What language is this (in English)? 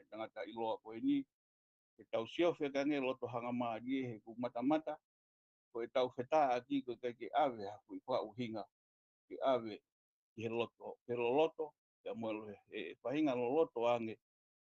Tongan